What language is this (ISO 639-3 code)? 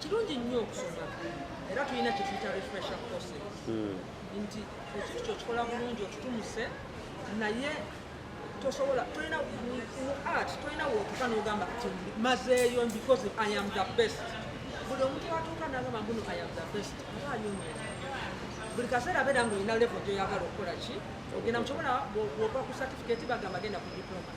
lug